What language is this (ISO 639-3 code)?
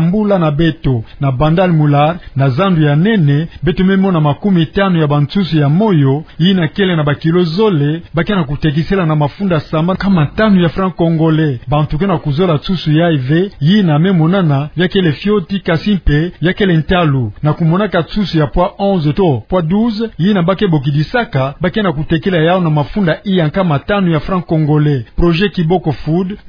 ktu